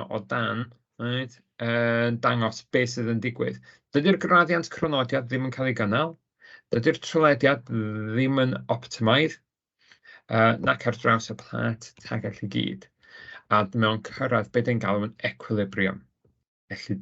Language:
Welsh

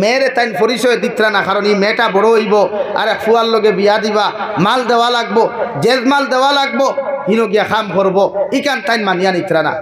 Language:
Sylheti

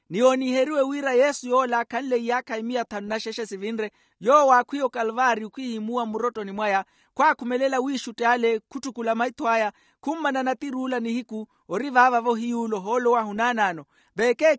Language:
Makhuwa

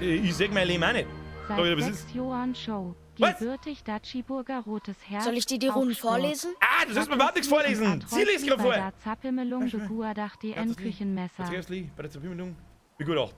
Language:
Bavarian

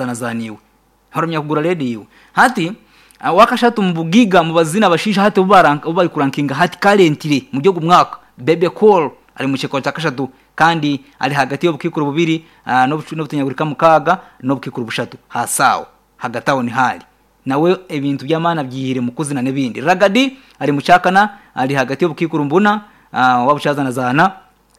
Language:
Nyankole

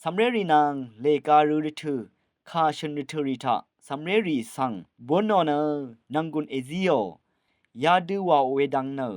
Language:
Rawang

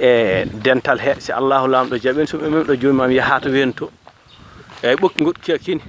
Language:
Fula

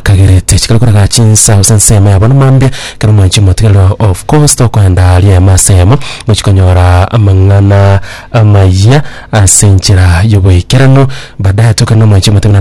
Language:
Gusii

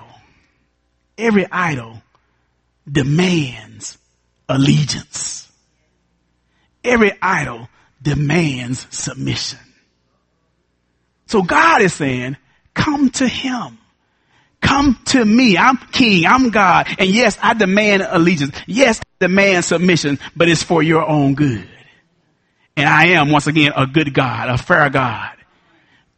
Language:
English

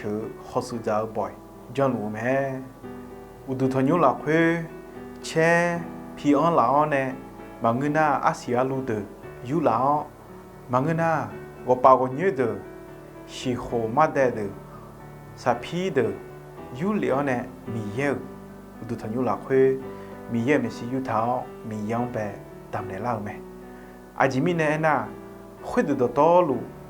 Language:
Akha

